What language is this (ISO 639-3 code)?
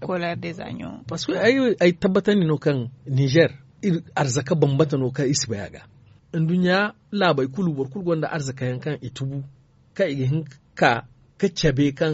dje